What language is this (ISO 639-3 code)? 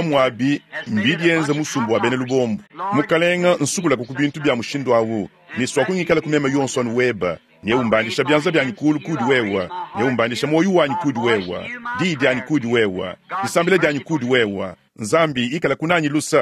lua